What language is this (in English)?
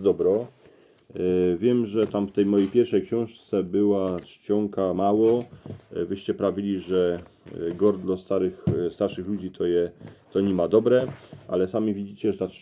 Silesian